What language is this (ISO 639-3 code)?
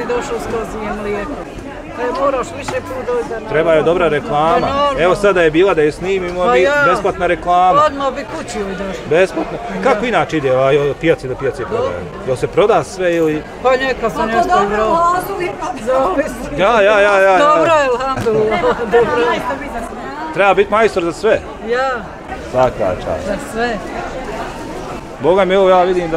bos